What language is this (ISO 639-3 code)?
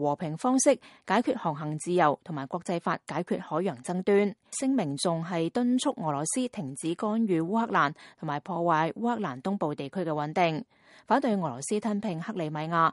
yue